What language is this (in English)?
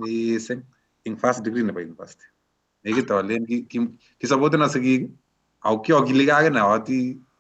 Kalenjin